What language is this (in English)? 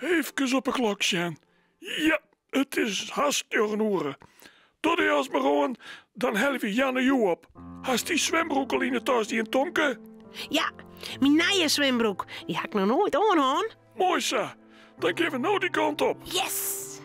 Western Frisian